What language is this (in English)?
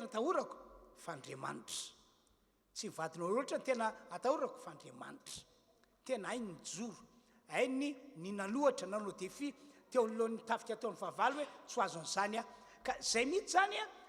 Malagasy